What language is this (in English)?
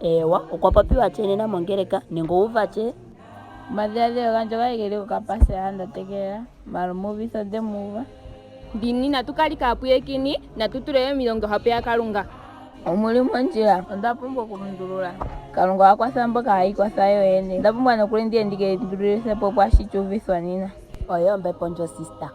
Ndonga